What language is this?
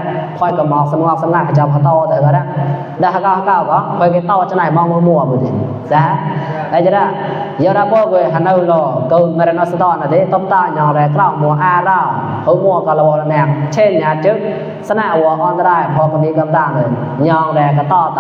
Mon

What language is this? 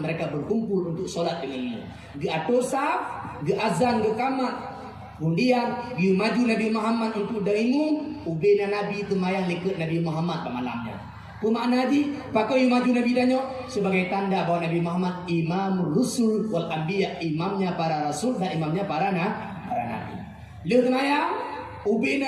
Achinese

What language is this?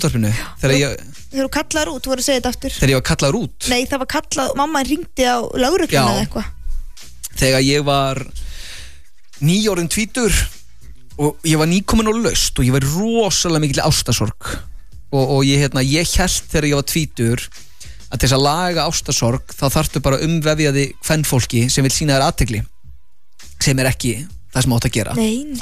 Icelandic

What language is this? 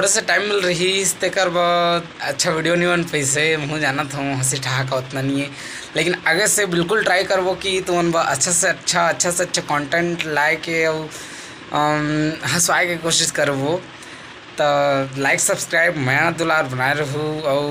Chhattisgarhi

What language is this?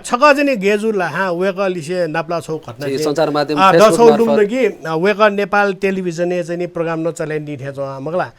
Newari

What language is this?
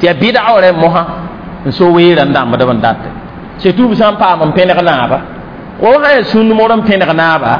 Mossi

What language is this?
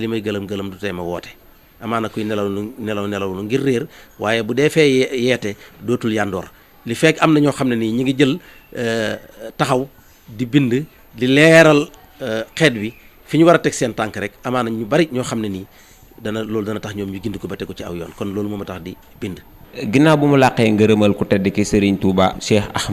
Wolof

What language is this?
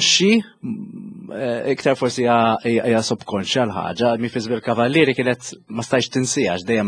Maltese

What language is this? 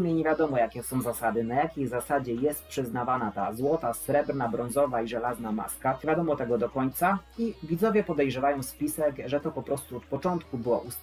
Polish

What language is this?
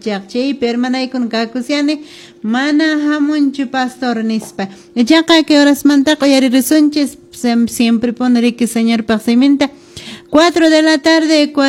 Quechua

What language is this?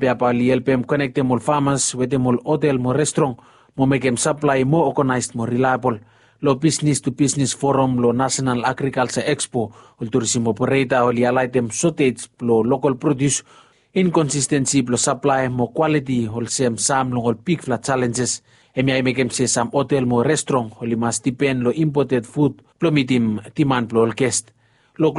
Bislama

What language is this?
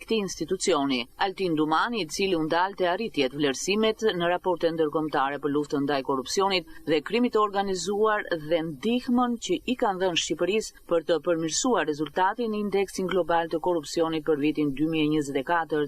Albanian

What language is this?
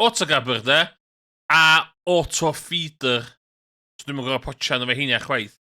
Welsh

